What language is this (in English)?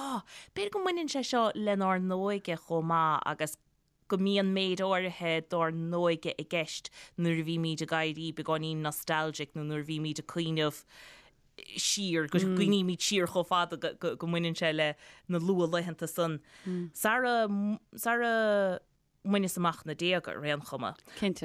Irish